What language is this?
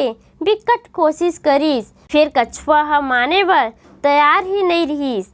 Chhattisgarhi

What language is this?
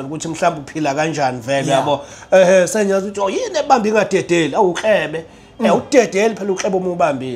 Zulu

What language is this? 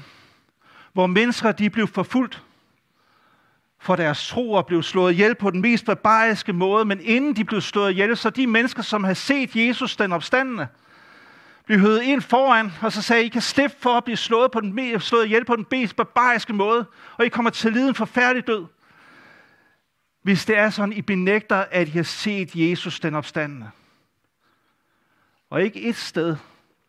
Danish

